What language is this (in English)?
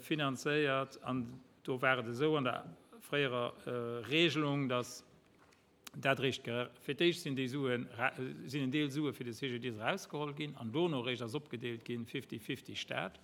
Luxembourgish